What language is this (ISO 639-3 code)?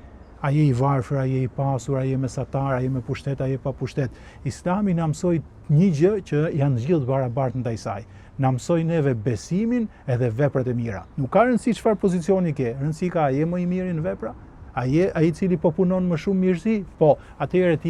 sqi